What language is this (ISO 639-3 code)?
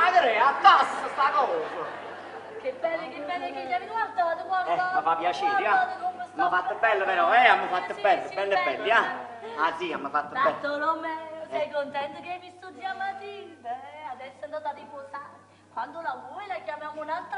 nap